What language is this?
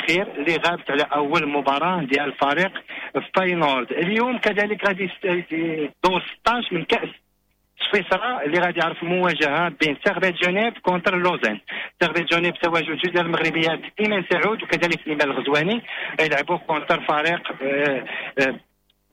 Moroccan Arabic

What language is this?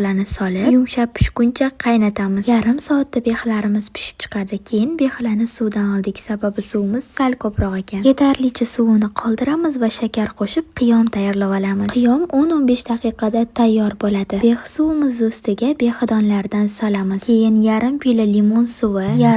Uzbek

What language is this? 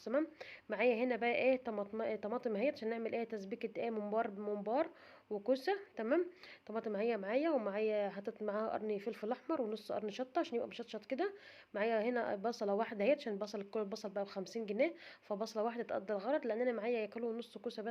Egyptian Arabic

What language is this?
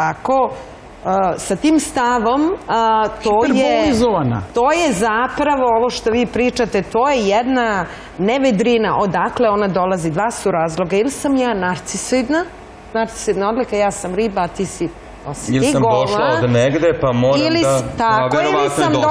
Serbian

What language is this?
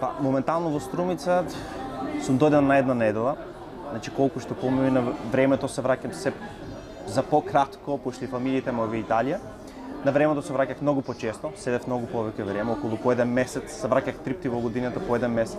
Macedonian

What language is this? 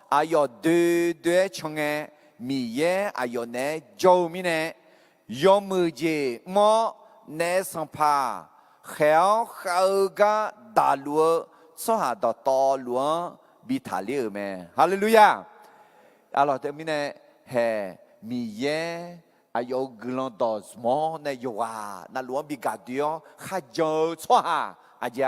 Akha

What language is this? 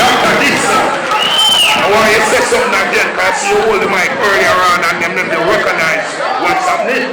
Jamaican Creole English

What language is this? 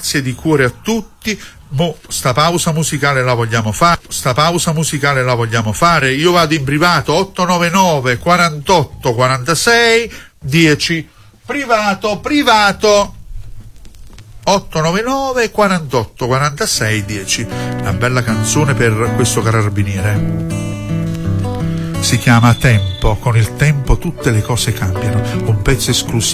Italian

